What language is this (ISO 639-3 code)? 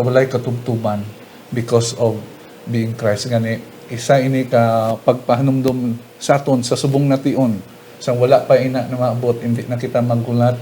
hil